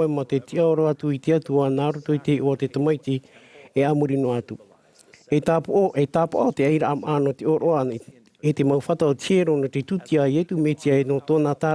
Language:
Tahitian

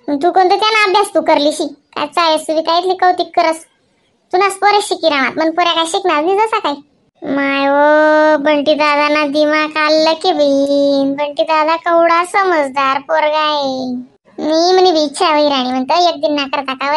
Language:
Khandesi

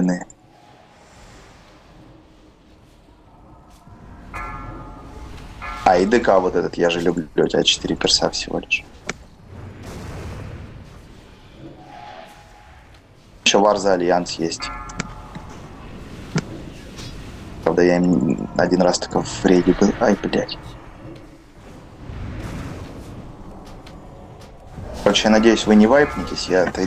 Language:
Russian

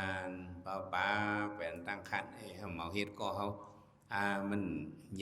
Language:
Shan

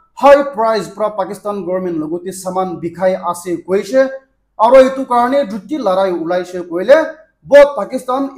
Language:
Naga Pidgin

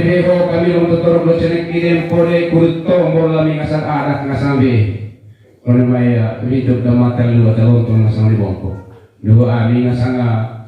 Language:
Manggarai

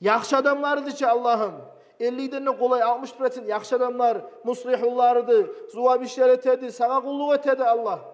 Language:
Kumyk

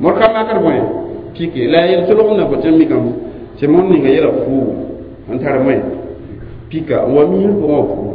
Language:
Mossi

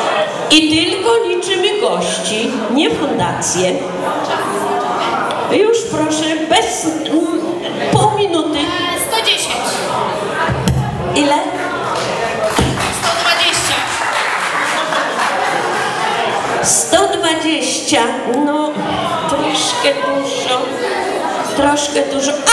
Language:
Polish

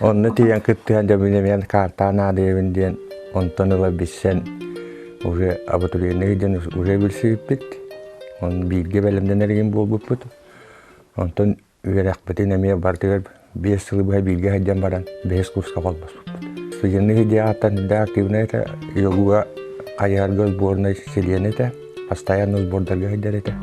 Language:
Yakut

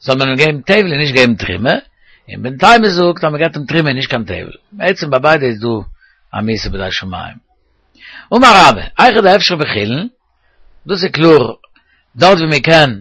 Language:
Yiddish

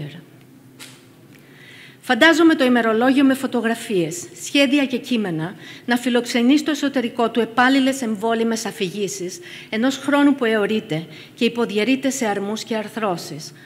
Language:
Greek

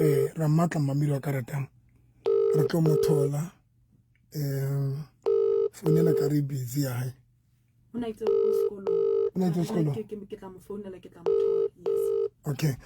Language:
Southern Sotho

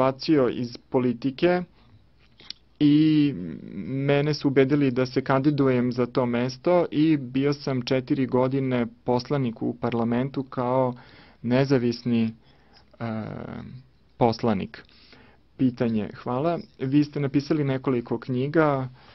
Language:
Serbian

